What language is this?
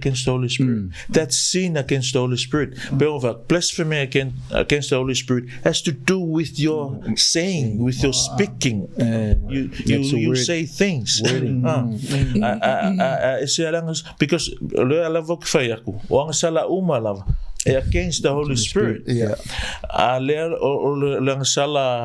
Samoan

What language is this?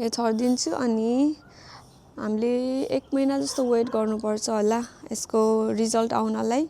Nepali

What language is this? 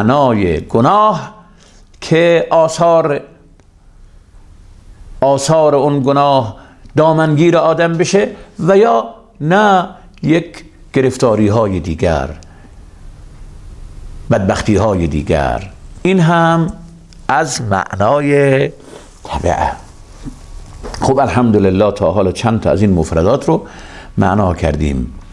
Persian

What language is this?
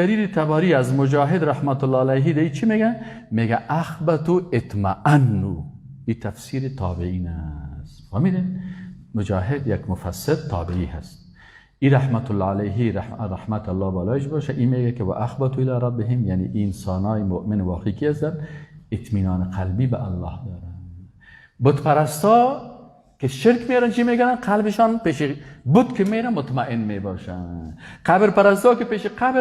Persian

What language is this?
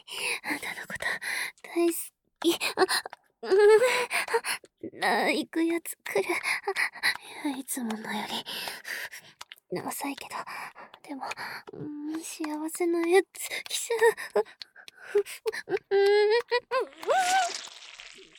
Japanese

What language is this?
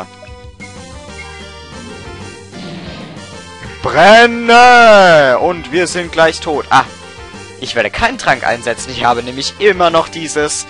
German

